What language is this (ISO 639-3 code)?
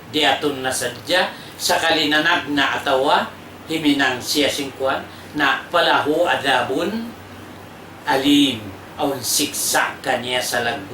tsg